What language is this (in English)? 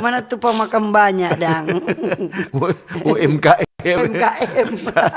Manado Malay